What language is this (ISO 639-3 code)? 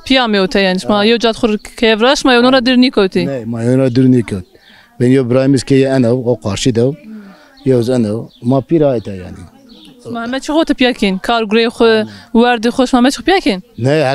zza